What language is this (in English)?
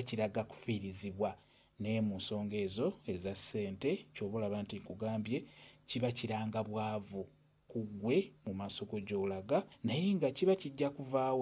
Ganda